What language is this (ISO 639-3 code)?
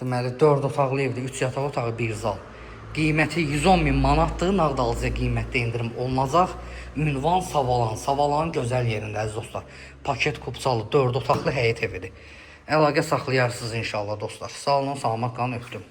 aze